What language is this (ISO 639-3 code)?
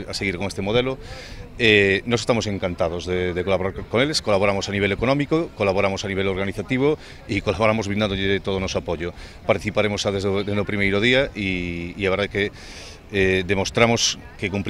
glg